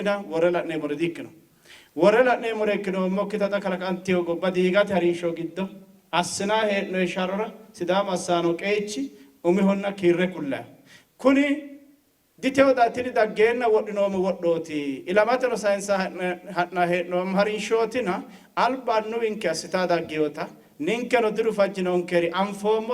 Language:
Sidamo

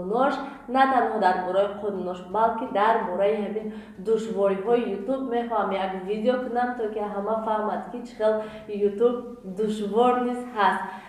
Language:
Tajik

